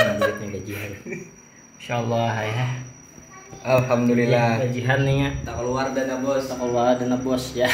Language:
Banjar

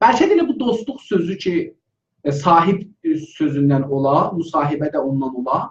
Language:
South Azerbaijani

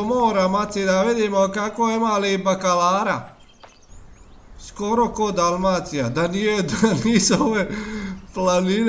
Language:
Croatian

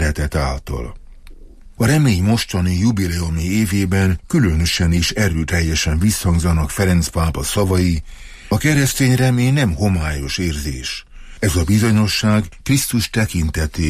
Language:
Hungarian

